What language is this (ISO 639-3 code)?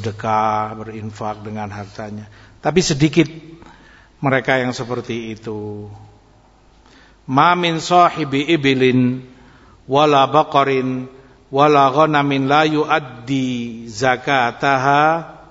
ind